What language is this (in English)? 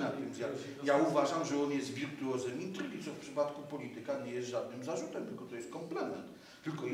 Polish